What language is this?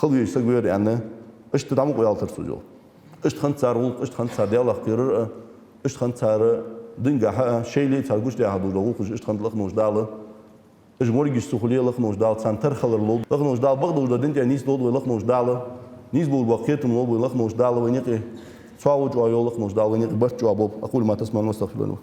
Ingush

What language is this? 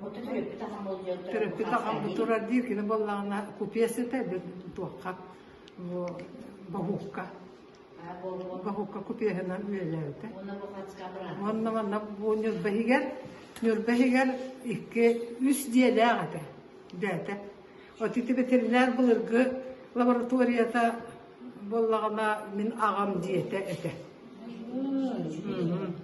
Yakut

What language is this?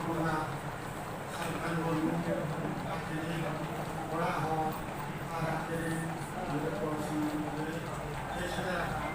Santali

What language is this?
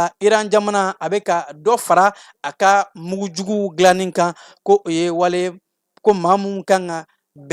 Bambara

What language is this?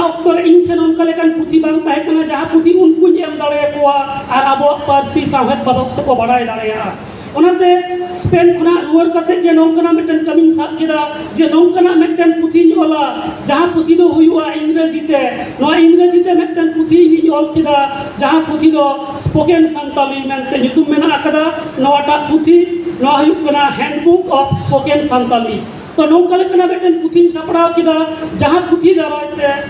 Santali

